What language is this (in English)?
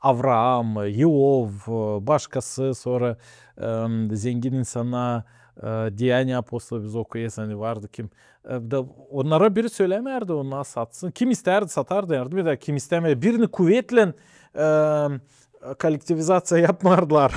Gagauz